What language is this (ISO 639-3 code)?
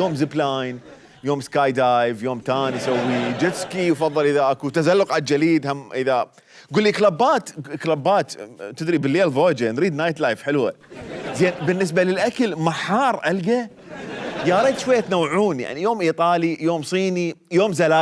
acm